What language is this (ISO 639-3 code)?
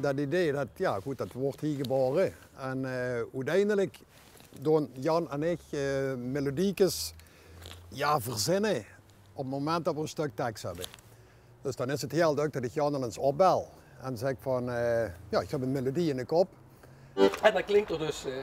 lim